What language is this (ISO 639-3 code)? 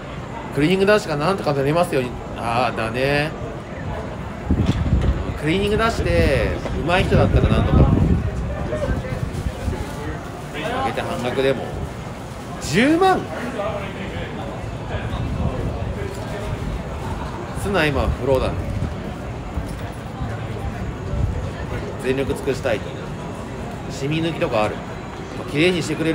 jpn